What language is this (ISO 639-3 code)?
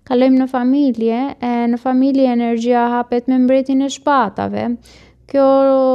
sqi